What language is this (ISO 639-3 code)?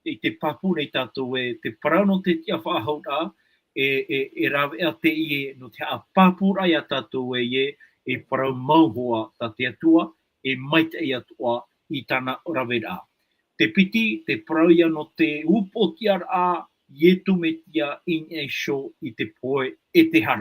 tah